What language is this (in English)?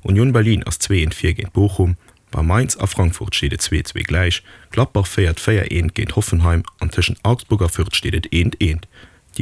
Luxembourgish